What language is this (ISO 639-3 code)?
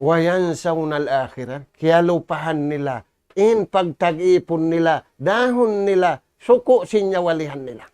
tsg